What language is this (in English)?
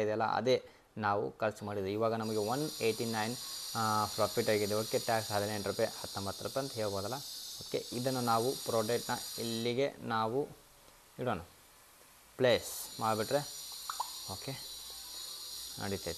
Kannada